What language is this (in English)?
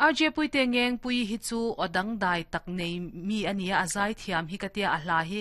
Mizo